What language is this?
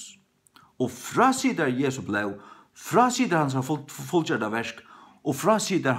Faroese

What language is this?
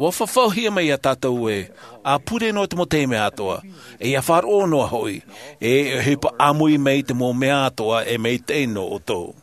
Tahitian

